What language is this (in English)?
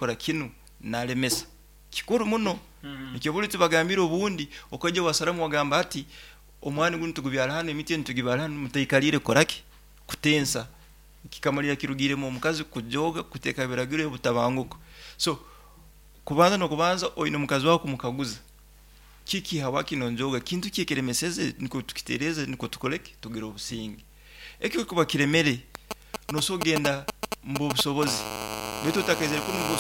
Nyoro